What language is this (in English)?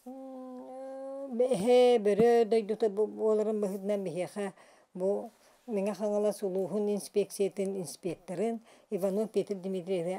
Yakut